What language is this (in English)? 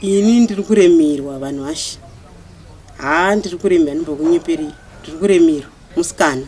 Shona